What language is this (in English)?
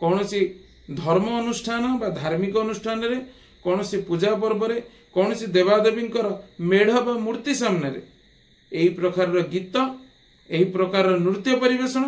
Odia